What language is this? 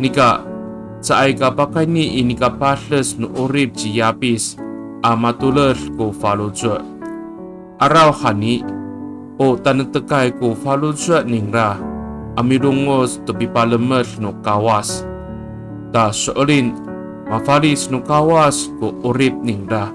Amis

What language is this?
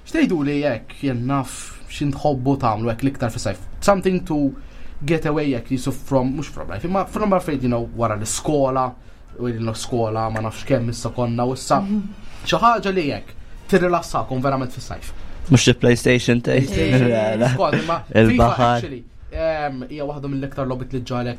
Maltese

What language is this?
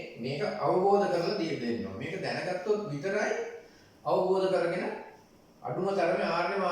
Sinhala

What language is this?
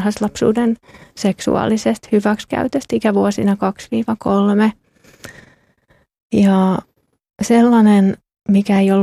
Finnish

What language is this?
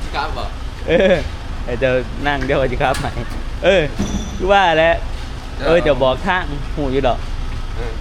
Northeastern Thai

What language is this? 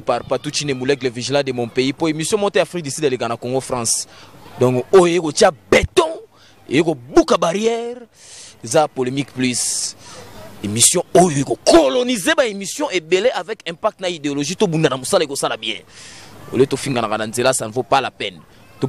Lingala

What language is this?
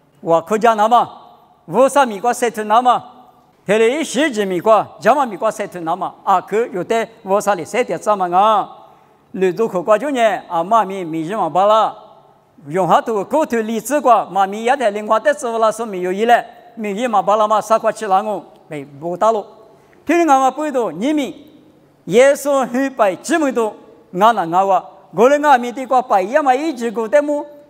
Lisu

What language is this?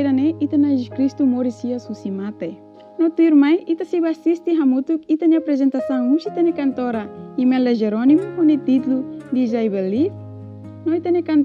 Tetum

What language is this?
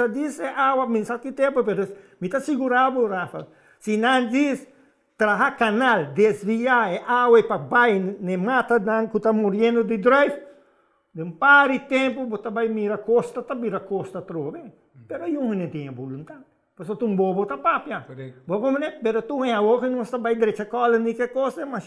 Papiamento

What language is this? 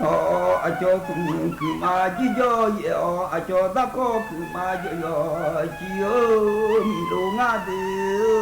Akha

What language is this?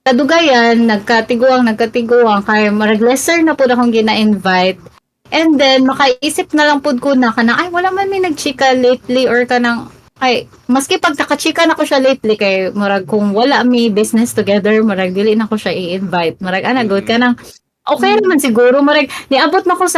Cebuano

